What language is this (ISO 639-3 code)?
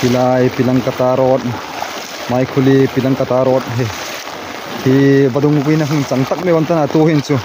hmr